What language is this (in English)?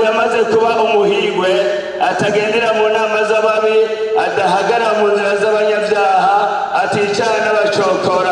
Rundi